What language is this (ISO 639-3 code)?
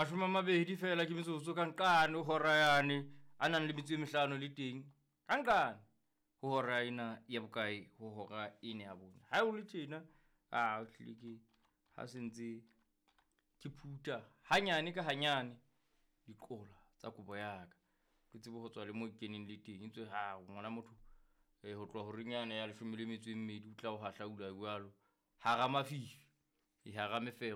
sot